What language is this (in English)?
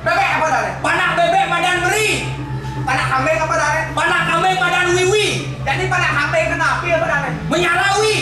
Balinese